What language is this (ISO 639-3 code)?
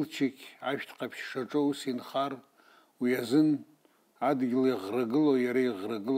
abk